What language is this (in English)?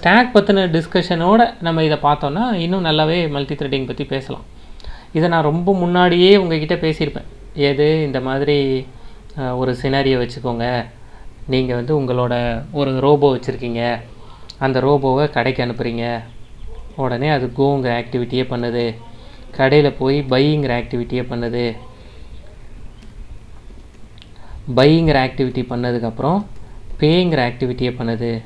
Tamil